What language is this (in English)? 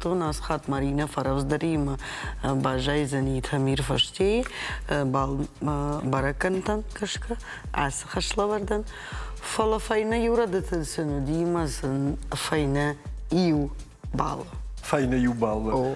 Ossetic